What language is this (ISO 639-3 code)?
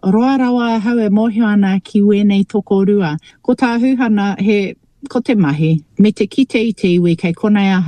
mri